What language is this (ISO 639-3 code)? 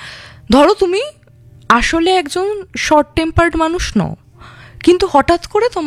ben